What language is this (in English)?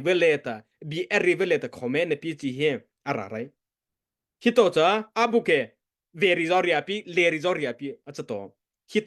Mara Chin